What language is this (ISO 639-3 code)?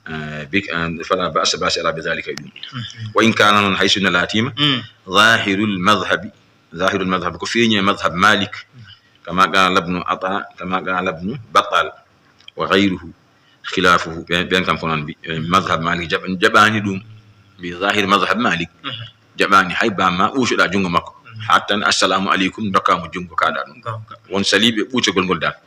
ful